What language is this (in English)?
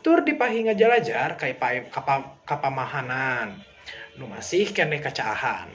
Sundanese